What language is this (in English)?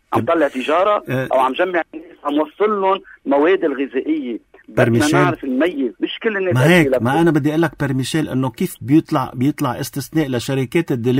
North Levantine Arabic